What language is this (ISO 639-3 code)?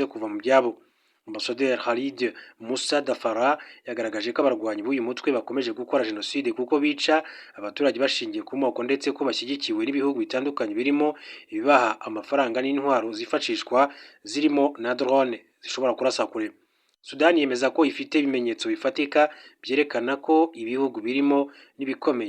kin